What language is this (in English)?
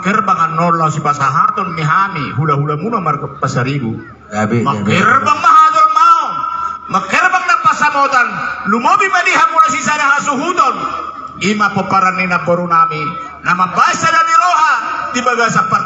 Batak Toba